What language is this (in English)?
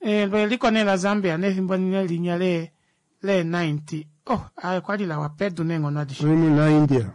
Kuanyama